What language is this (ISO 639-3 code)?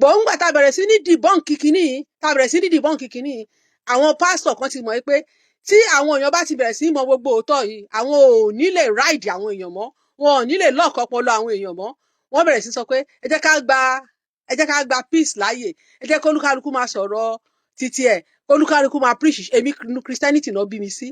yor